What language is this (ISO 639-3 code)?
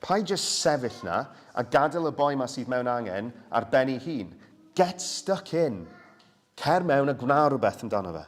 cym